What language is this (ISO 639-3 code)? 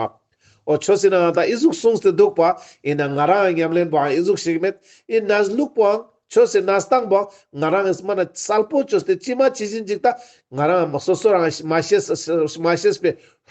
lbj